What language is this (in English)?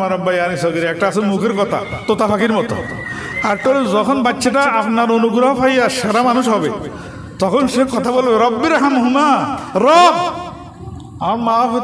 Bangla